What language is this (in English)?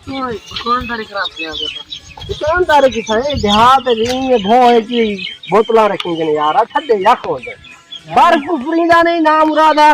Saraiki